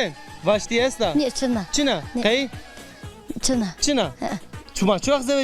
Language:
Zaza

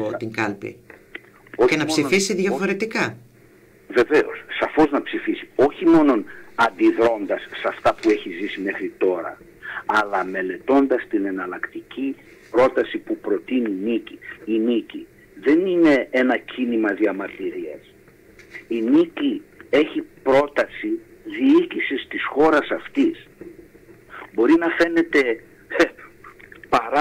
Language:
Greek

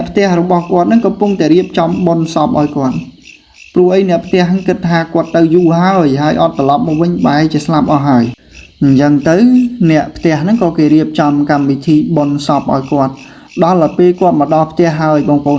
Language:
Khmer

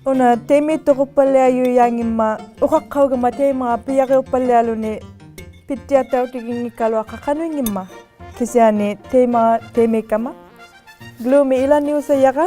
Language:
Inuktitut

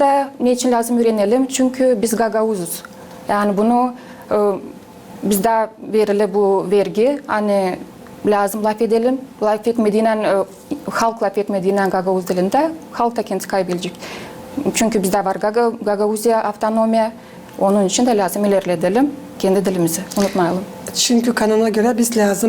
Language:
Gagauz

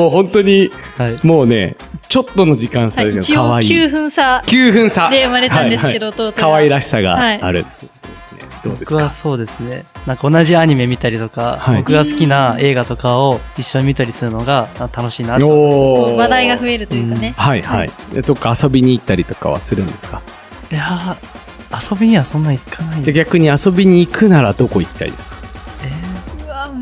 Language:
Japanese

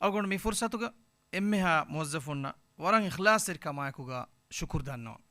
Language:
Divehi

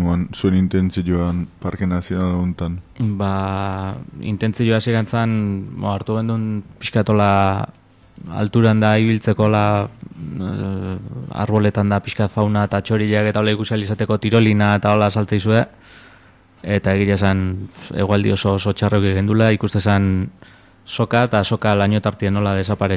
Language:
Basque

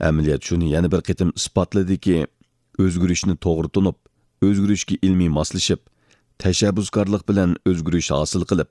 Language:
Uyghur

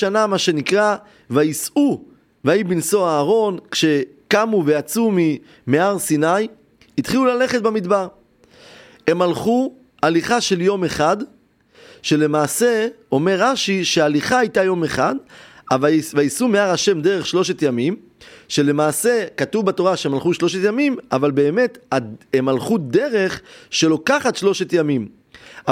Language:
Hebrew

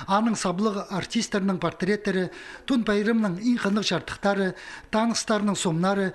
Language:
Khakas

